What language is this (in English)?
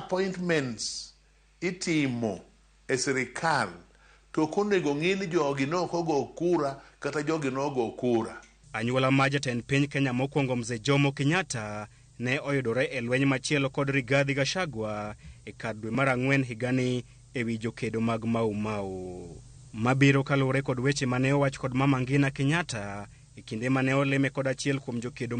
Luo (Kenya and Tanzania)